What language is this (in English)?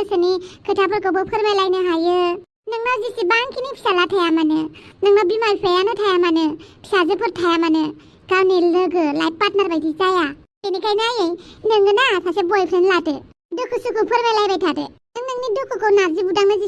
Bodo